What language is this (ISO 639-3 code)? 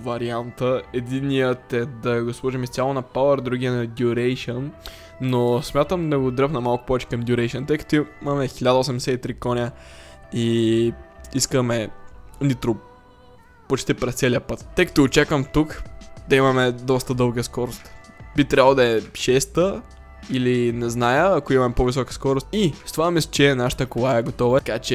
bul